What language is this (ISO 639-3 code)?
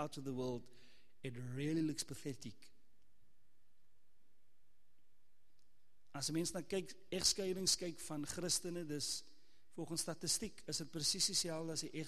afr